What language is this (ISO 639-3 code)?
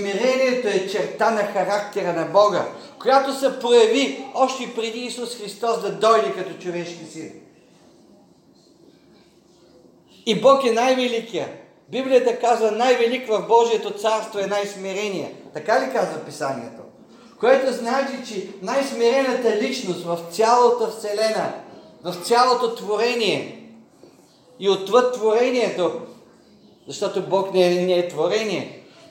bul